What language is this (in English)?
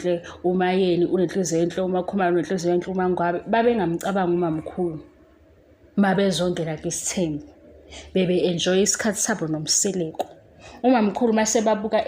Zulu